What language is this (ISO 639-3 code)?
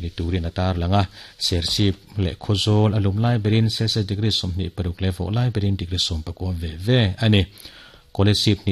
lus